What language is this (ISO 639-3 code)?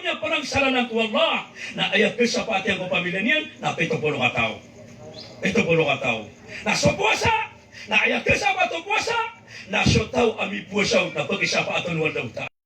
mrw